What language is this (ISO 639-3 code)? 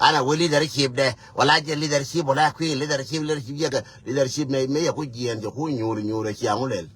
nus